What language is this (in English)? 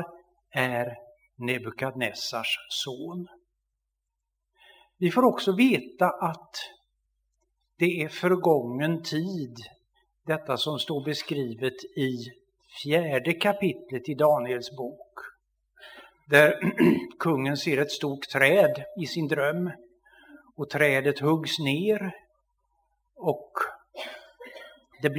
Swedish